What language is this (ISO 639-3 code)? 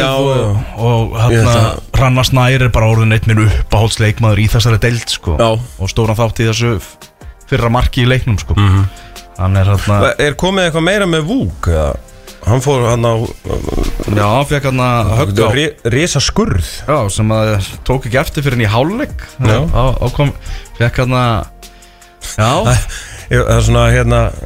isl